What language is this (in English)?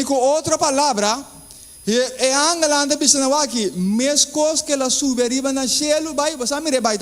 Papiamento